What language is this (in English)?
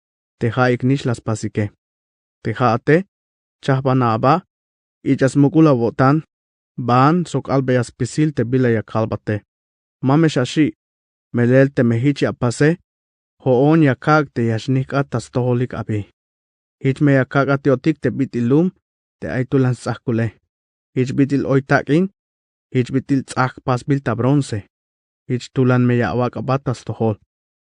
Tzeltal